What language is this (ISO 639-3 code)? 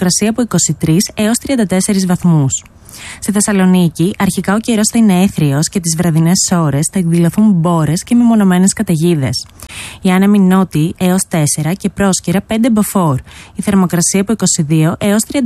ell